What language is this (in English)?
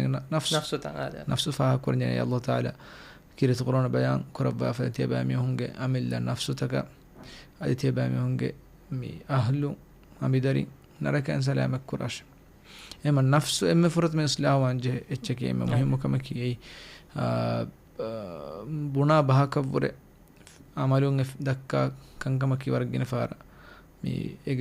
Divehi